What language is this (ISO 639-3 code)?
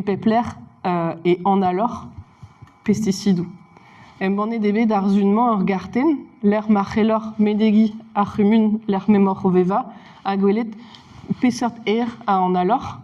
bre